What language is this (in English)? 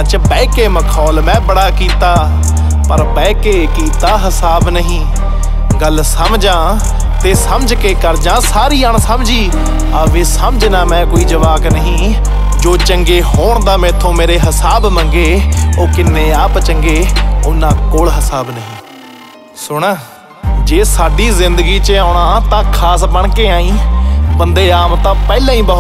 Punjabi